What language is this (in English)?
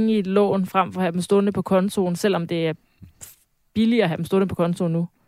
Danish